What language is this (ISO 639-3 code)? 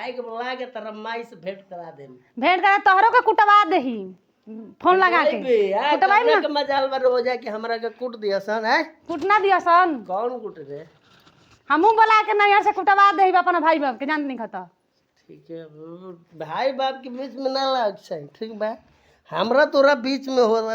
bho